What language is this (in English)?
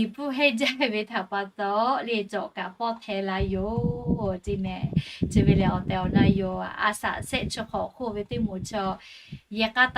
Lahu